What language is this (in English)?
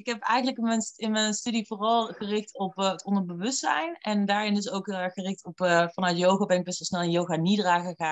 Dutch